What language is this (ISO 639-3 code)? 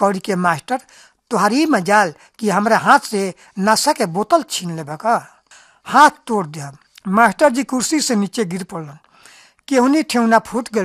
bho